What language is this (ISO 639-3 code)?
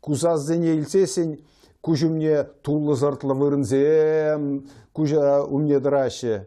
chv